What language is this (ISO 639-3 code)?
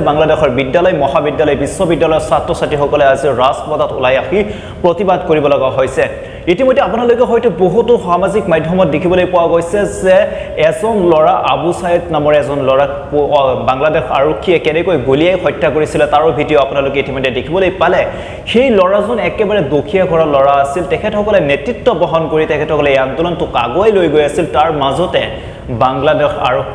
asm